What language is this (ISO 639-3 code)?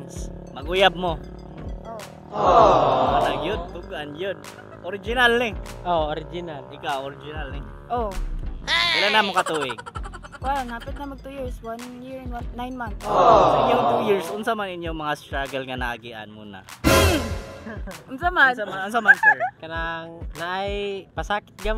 ceb